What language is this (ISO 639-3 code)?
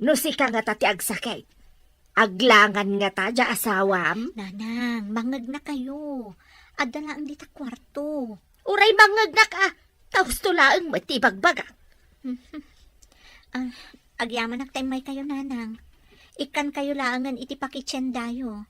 ilo